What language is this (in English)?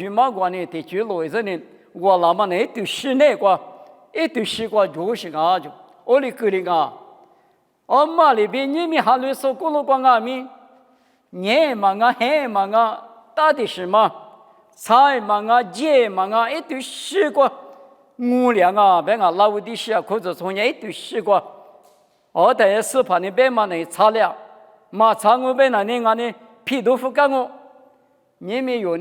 Lisu